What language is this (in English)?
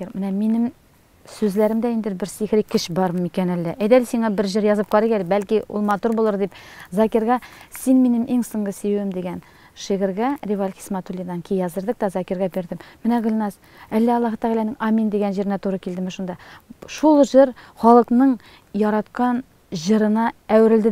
Tatar